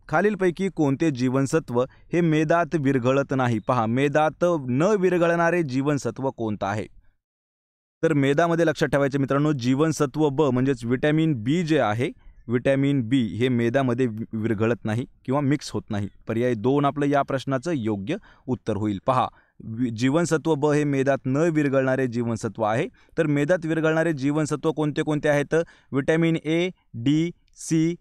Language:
Marathi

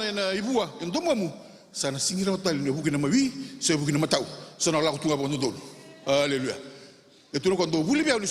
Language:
Fijian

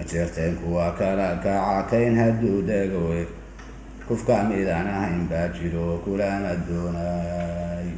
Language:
Somali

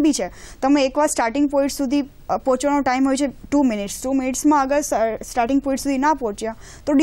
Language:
Gujarati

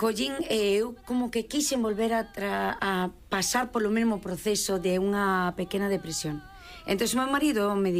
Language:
Galician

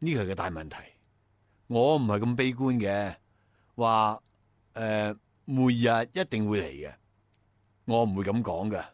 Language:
Cantonese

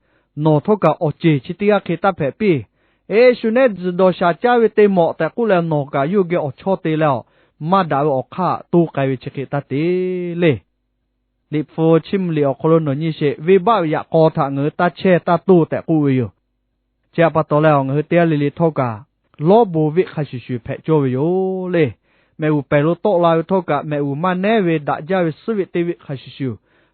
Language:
Lahu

